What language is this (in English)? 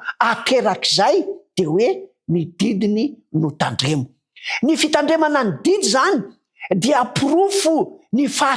Malagasy